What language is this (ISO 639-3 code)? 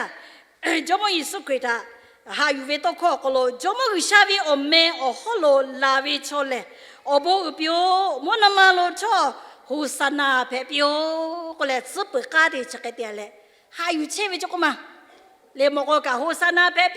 lhu